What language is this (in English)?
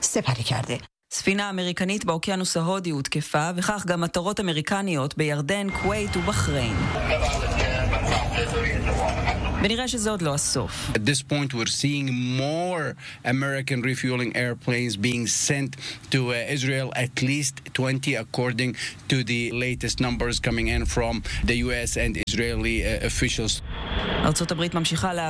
Hebrew